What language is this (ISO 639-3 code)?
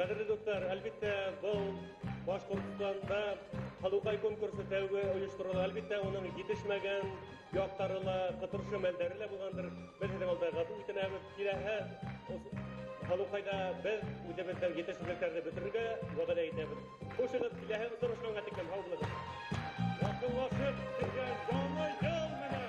bak